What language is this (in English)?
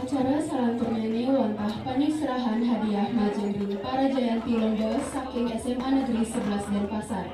Balinese